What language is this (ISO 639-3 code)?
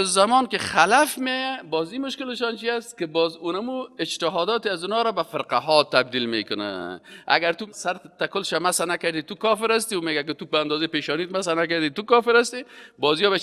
fas